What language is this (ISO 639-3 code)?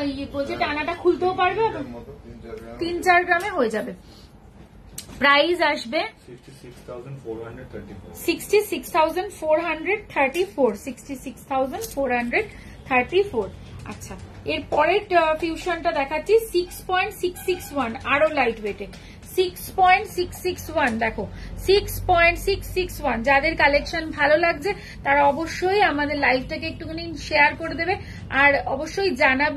ben